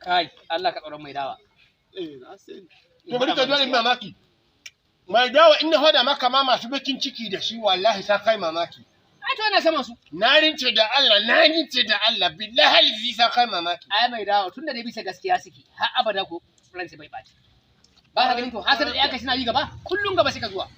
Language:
Hausa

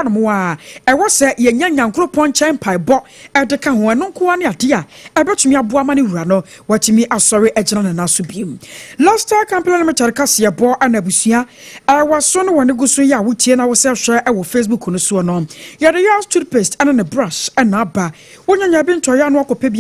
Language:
Akan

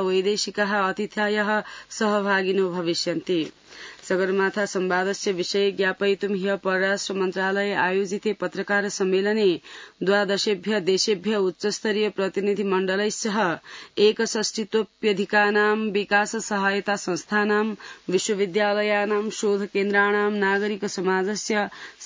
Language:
Sanskrit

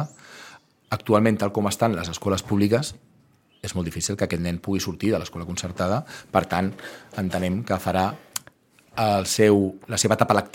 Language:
Catalan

